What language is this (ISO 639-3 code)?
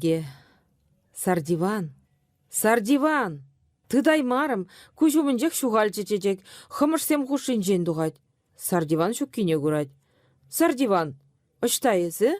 chv